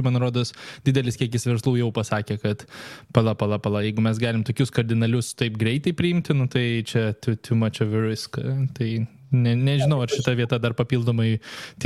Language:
Lithuanian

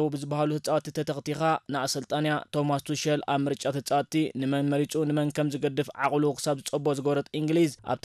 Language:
Tigrinya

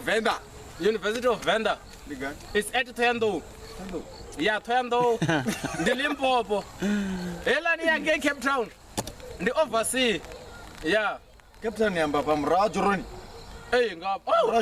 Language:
Venda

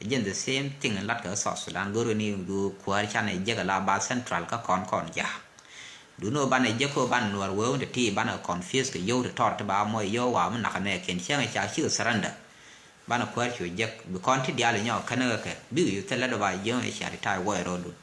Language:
Nuer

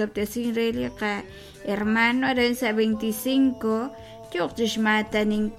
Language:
Kekchí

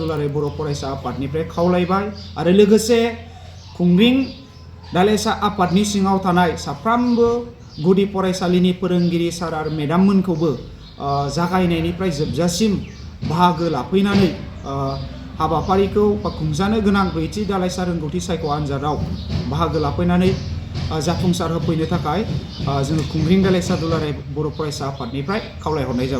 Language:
Bodo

